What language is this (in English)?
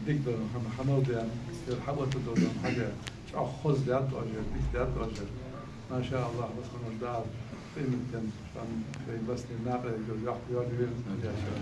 Ingush